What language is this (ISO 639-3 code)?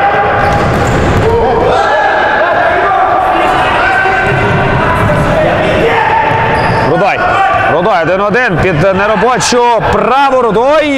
ukr